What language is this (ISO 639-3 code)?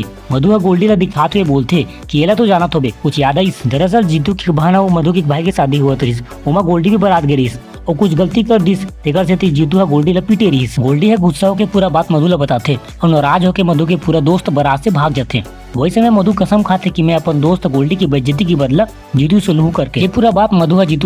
hne